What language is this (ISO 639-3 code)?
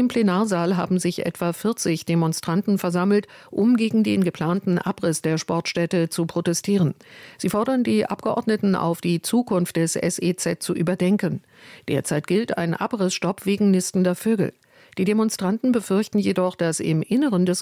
deu